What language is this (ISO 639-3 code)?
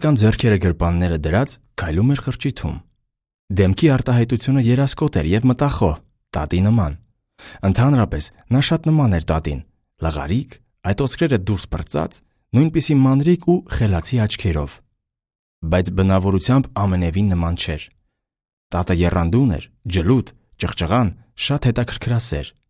hye